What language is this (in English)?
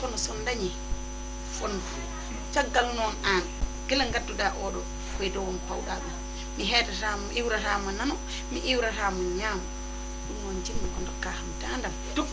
Fula